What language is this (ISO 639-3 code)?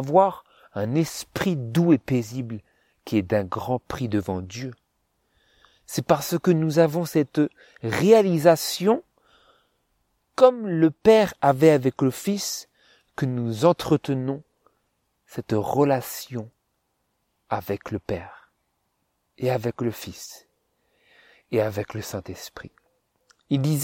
fra